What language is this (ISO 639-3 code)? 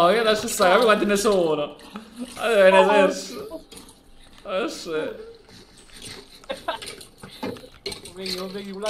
ita